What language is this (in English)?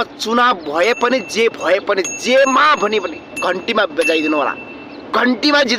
Nepali